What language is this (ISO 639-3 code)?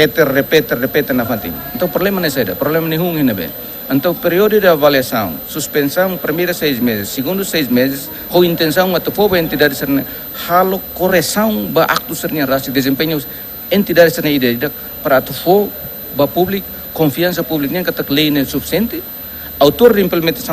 tet